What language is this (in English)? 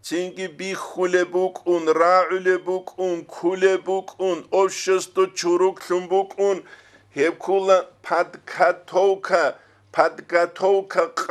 Avaric